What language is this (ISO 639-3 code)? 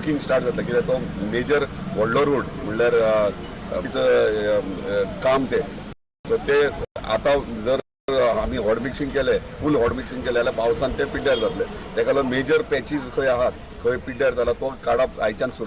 kok